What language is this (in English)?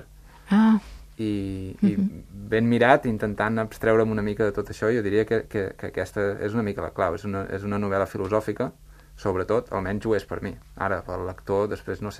Catalan